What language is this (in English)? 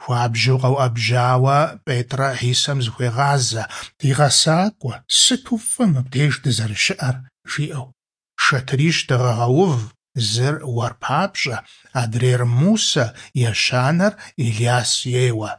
Kabardian